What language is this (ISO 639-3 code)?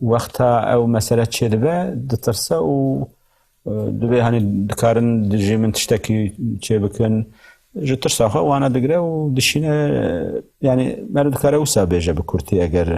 kur